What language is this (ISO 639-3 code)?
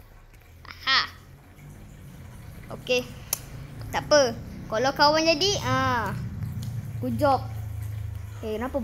msa